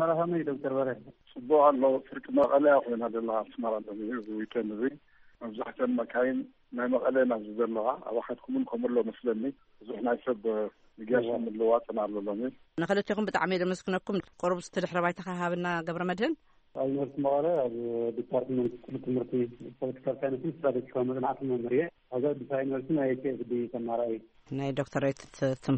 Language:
Tigrinya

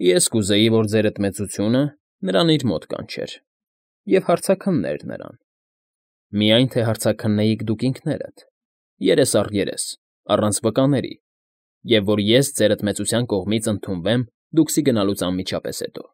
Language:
Armenian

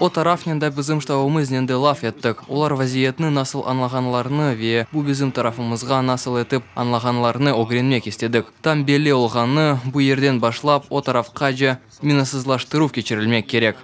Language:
Crimean Tatar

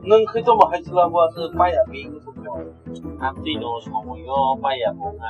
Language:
Kok Borok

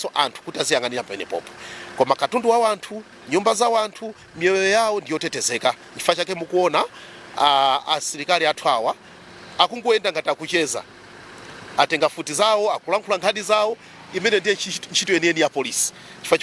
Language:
Nyanja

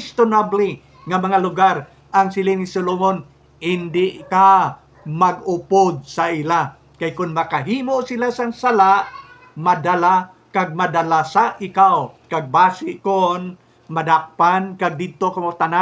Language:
Hiligaynon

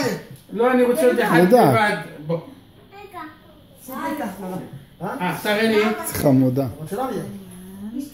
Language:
Hebrew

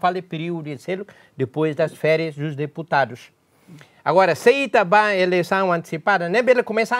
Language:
Tetum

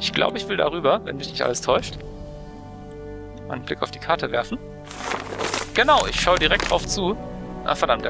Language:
German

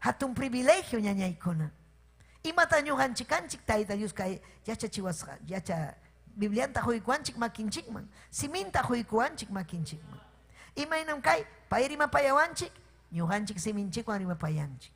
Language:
Ayacucho Quechua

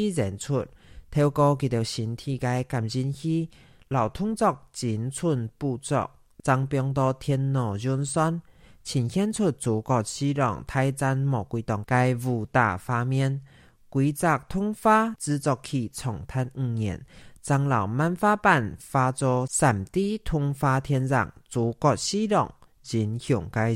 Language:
Hakka Chinese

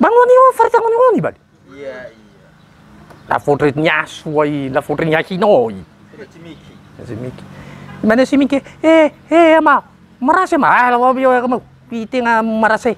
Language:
Nias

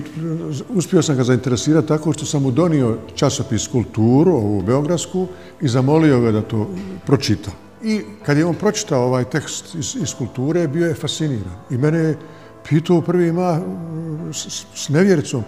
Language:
Bosnian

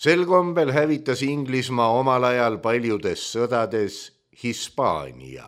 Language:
Estonian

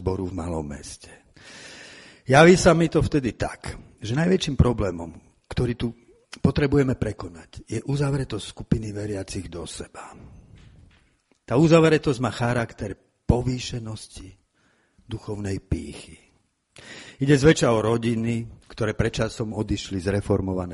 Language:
Slovak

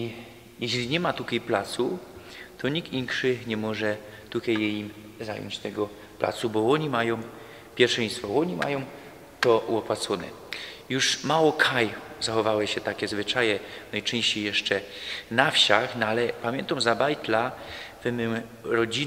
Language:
Silesian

